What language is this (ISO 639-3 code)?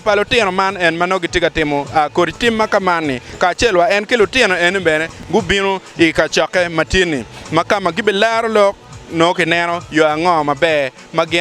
ach